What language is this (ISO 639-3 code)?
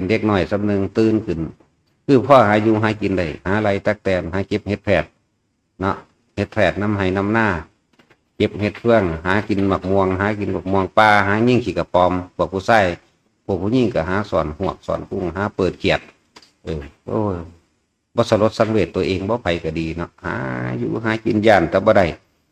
tts